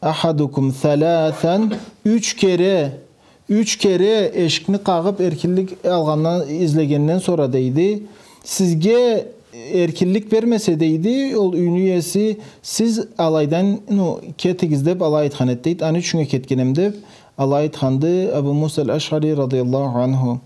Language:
Karachay-Balkar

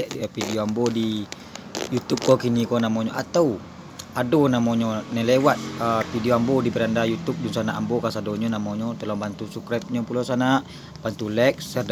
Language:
Minangkabau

